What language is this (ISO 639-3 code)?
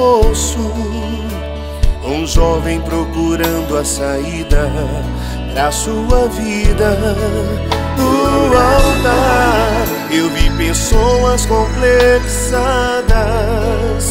por